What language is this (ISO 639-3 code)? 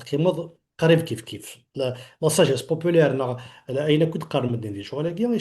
kab